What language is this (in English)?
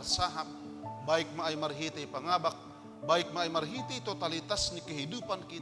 Batak Simalungun